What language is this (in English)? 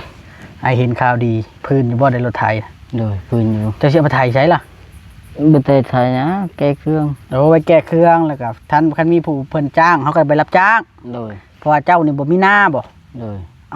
Northeastern Thai